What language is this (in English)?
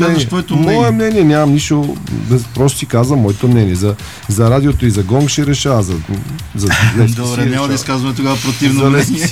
Bulgarian